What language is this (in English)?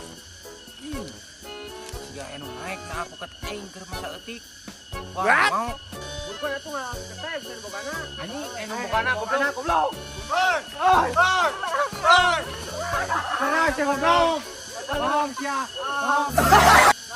Sundanese